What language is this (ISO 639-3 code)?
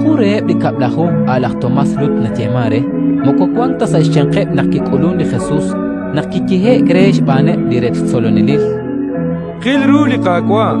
kek